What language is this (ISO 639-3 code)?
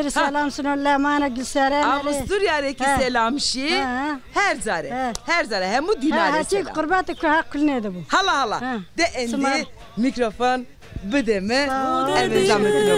zza